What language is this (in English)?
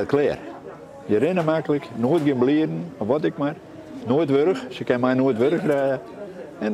Western Frisian